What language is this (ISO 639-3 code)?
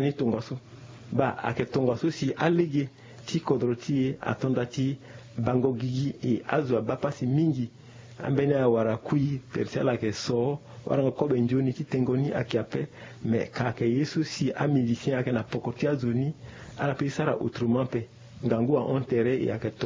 sag